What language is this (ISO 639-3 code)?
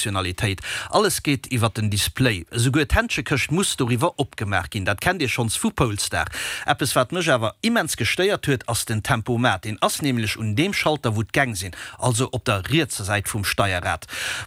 ltz